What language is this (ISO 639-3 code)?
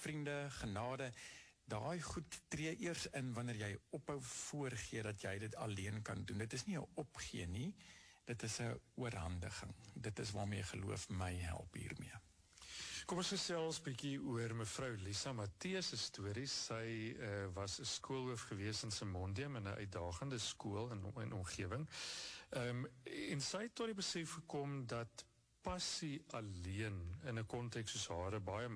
afr